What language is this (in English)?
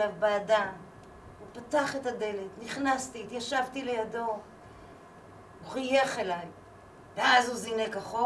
Hebrew